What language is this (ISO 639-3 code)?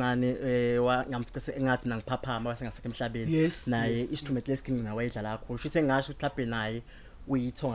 zul